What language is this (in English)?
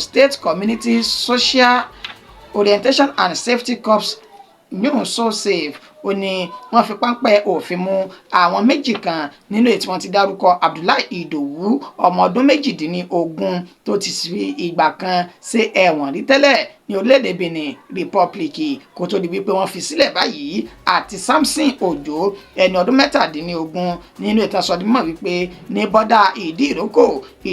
Yoruba